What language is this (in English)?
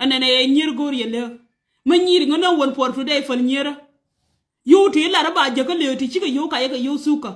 Nuer